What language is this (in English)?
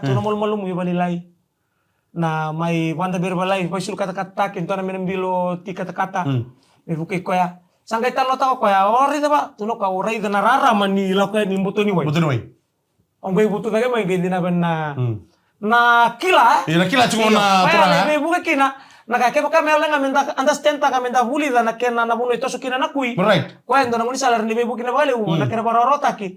Fijian